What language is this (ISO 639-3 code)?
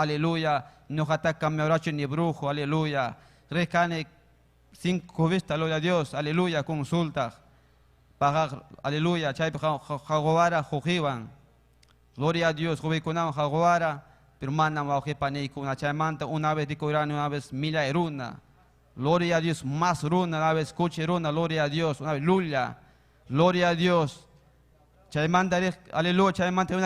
quy